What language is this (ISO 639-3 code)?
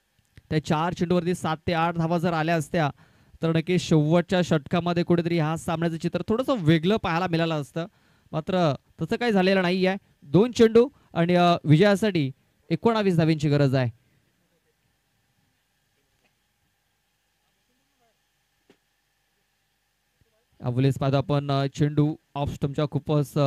mar